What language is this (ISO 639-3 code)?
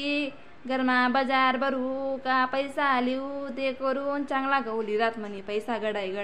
khn